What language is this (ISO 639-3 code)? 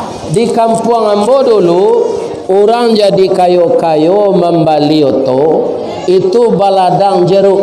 min